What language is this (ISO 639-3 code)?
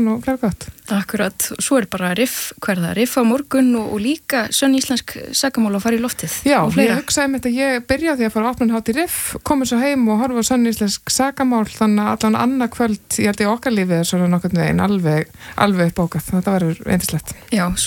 isl